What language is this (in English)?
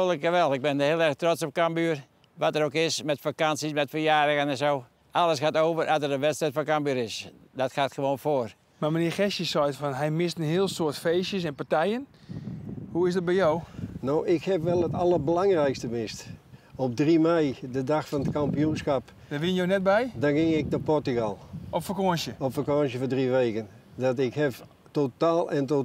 Western Frisian